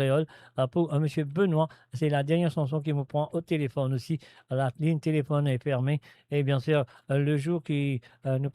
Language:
Morisyen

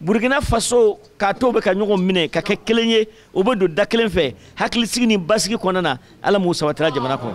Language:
Bambara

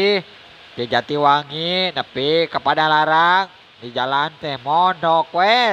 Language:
Sundanese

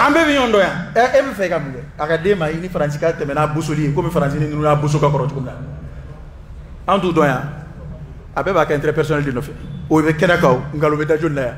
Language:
Bambara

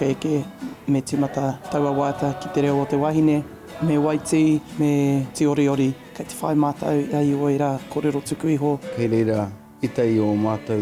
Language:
Māori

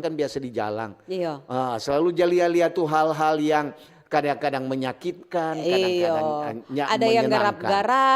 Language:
Manado Malay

